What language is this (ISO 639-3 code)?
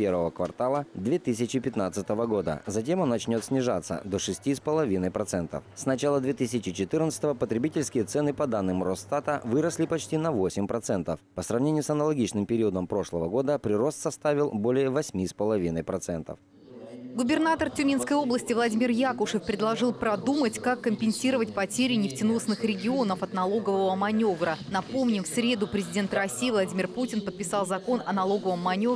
rus